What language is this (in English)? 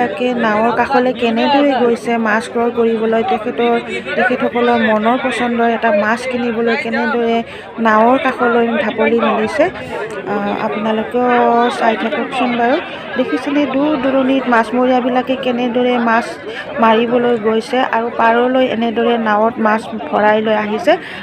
Assamese